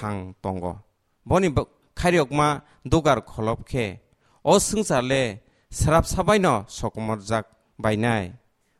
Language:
Kok Borok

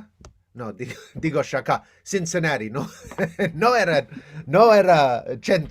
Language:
Ladino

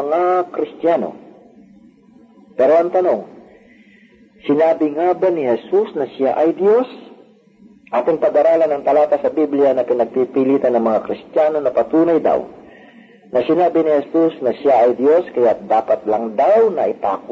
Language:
Filipino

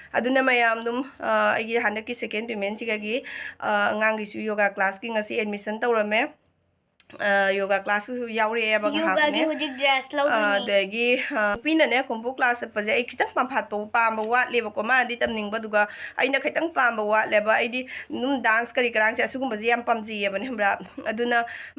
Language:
Manipuri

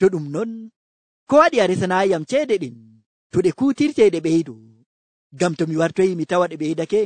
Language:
Nigerian Fulfulde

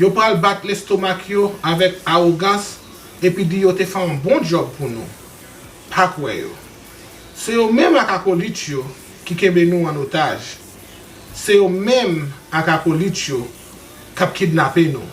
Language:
Haitian Creole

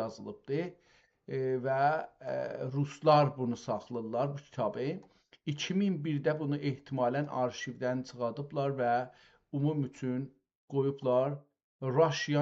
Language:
South Azerbaijani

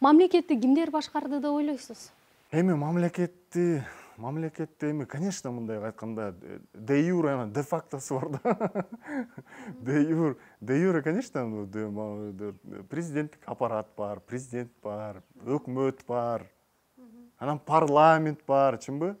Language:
Kyrgyz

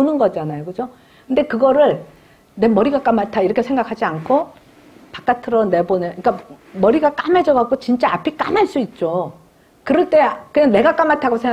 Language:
Korean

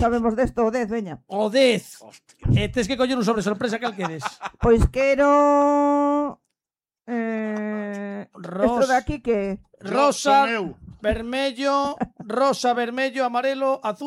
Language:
Galician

